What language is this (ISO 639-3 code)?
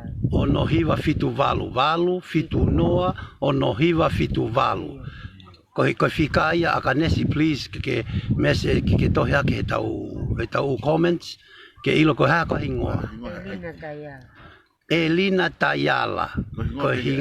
ton